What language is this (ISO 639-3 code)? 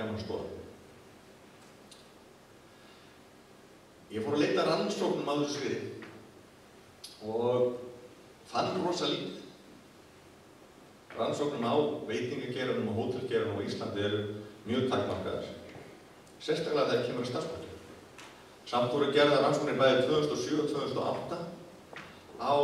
isl